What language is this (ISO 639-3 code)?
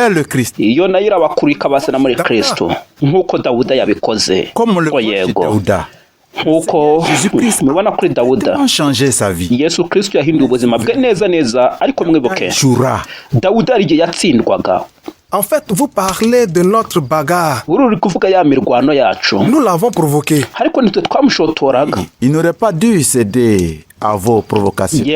kin